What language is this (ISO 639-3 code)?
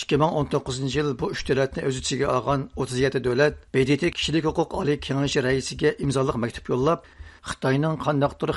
uig